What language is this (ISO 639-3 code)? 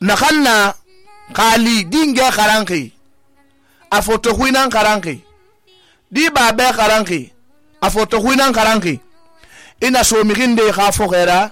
sus